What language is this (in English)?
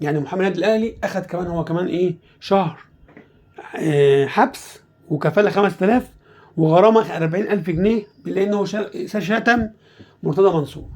Egyptian Arabic